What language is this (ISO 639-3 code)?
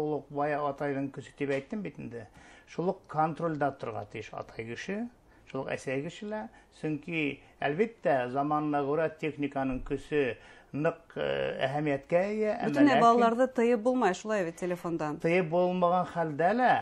bak